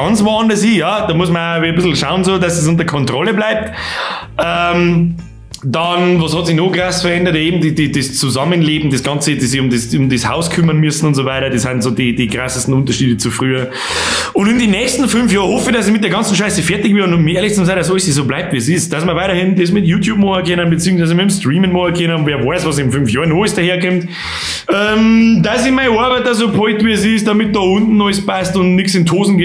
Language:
Bavarian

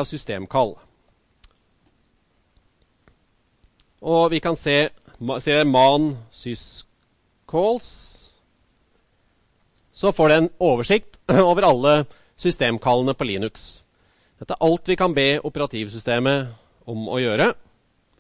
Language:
Norwegian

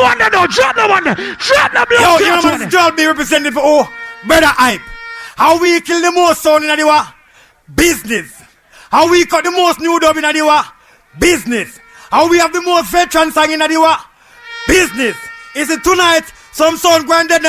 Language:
Jamaican Creole English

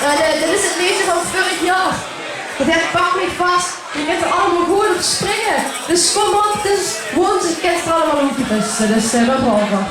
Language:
Limburgish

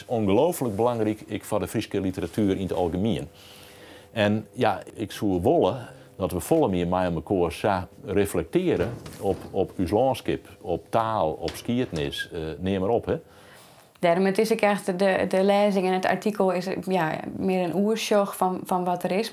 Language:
Western Frisian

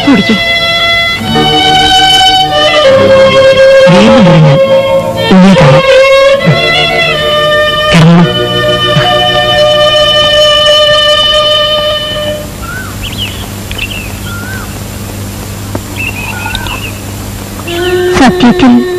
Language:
Malayalam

